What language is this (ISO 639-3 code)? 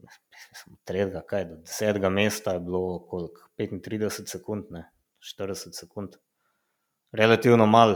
slv